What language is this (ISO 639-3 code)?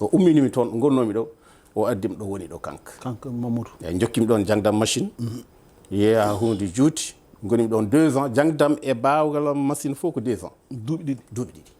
ful